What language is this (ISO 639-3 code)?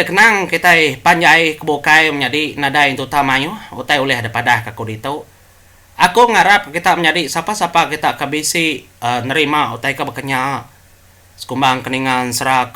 iba